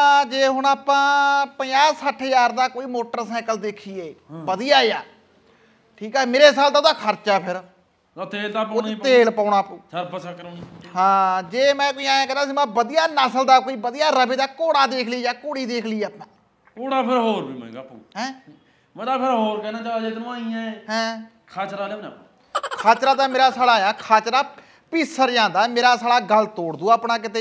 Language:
Punjabi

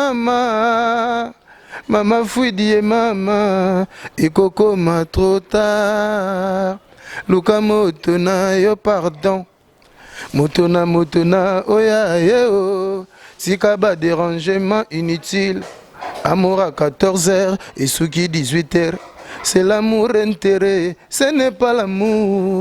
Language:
Lingala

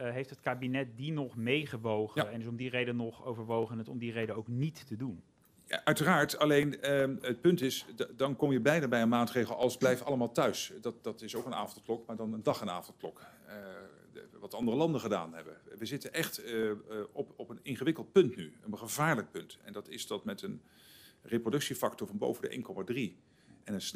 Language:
Dutch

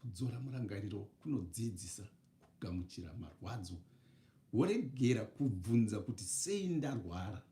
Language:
Shona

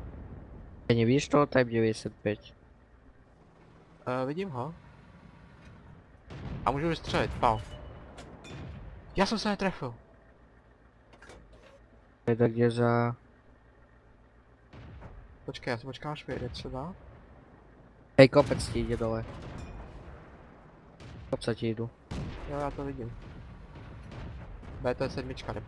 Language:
Czech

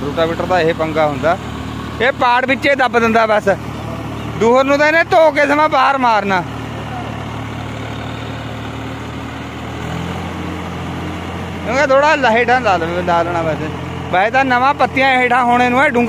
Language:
Punjabi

